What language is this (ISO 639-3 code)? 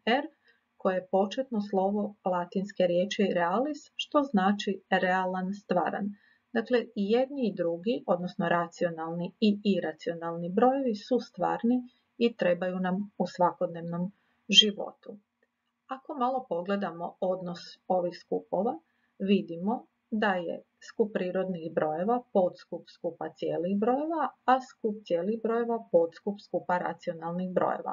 hrv